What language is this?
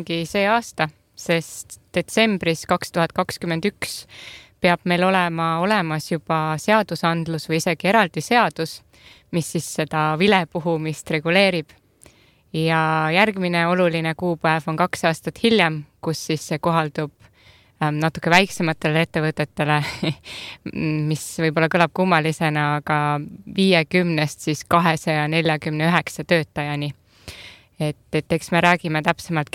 Estonian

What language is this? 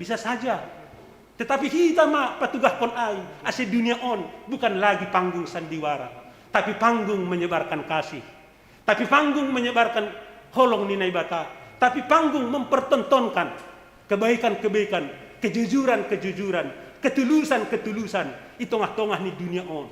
Batak Simalungun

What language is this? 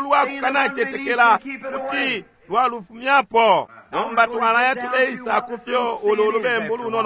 Bemba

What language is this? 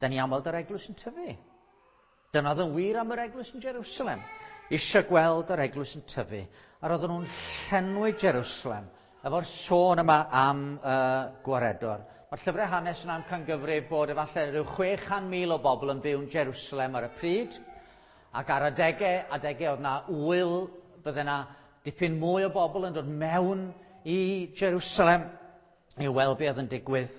Welsh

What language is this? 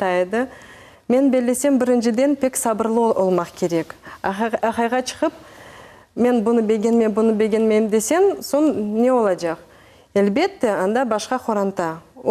Crimean Tatar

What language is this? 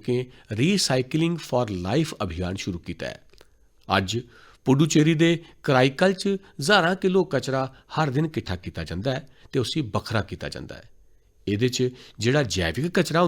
Dogri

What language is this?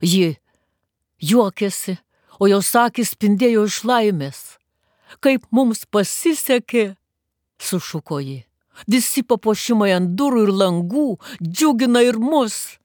Lithuanian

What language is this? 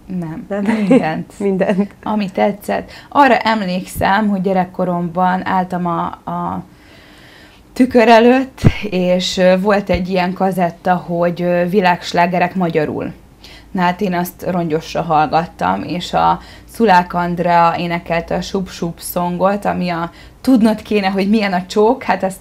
Hungarian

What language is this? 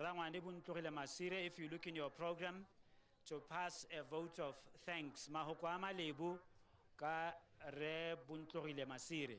Tswana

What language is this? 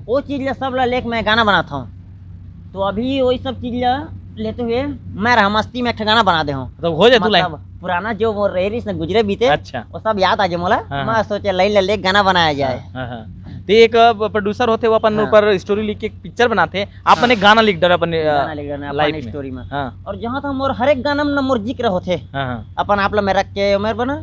Chhattisgarhi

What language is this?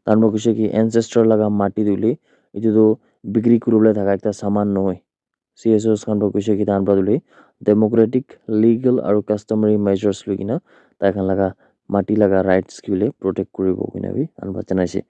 Naga Pidgin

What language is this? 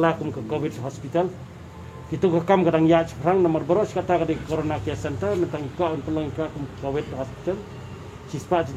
Khasi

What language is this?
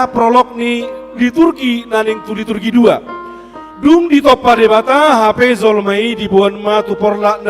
Batak Toba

